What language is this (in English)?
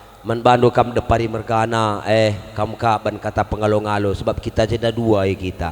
Batak Karo